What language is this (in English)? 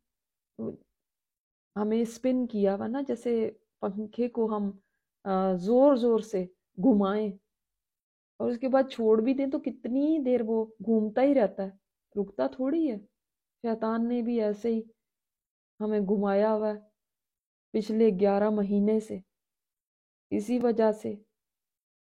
Urdu